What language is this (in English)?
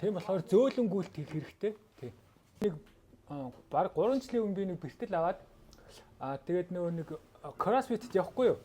Mongolian